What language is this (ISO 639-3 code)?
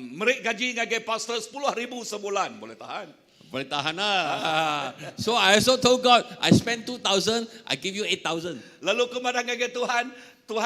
iba